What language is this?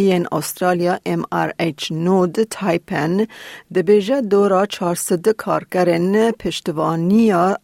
Kurdish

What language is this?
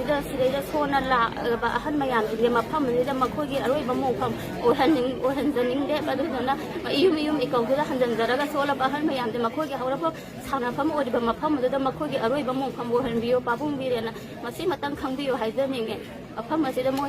Manipuri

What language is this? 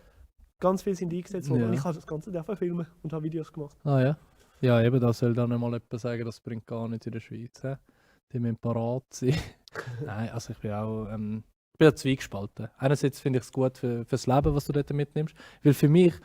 Swiss German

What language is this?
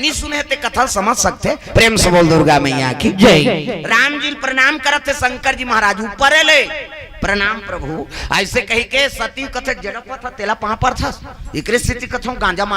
Chhattisgarhi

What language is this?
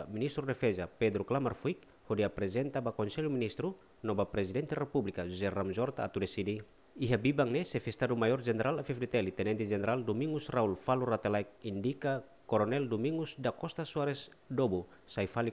Tetum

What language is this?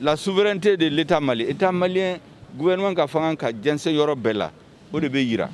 Bambara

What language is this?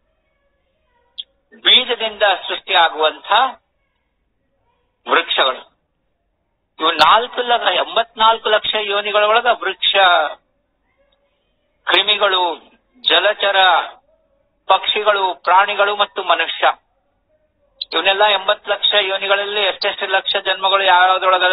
Kannada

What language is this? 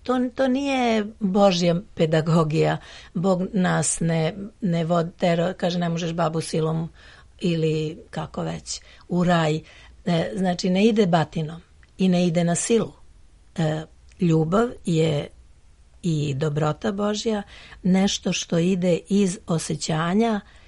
Serbian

